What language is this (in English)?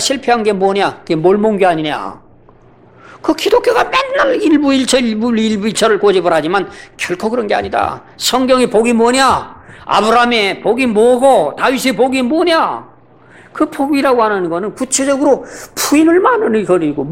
Korean